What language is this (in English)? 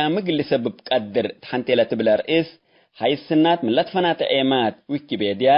Tigre